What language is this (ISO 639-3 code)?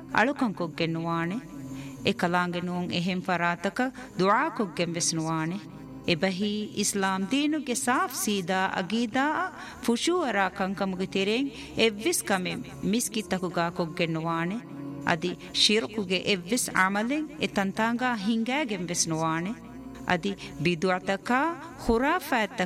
div